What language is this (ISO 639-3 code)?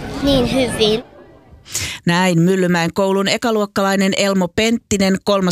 fin